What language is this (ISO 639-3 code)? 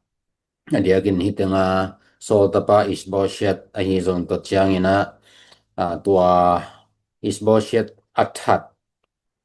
ctd